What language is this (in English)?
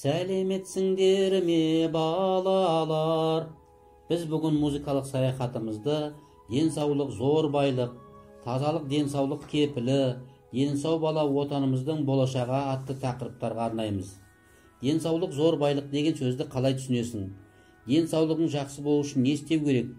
Kazakh